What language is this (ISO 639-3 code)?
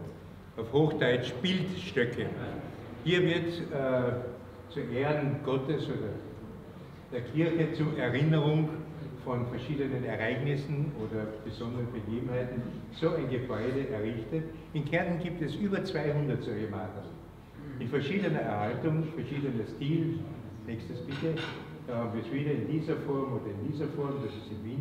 deu